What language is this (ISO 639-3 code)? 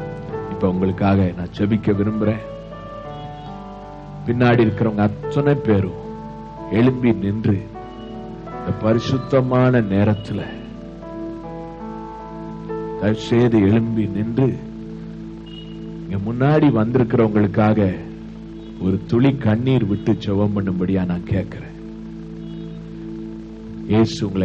tam